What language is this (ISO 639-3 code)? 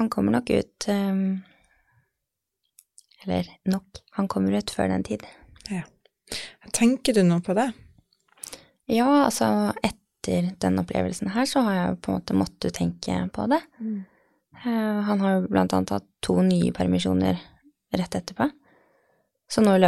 nor